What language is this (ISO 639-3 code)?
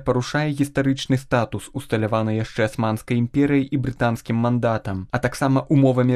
bel